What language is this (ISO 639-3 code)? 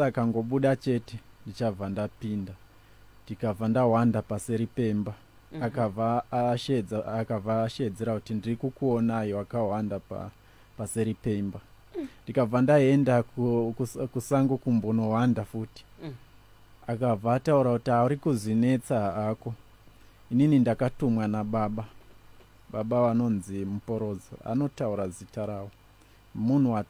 sna